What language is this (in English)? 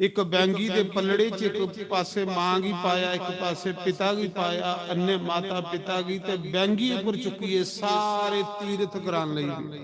Dogri